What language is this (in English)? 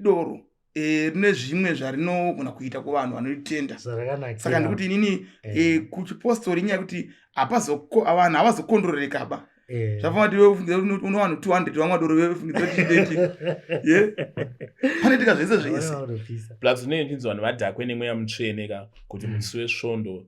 Shona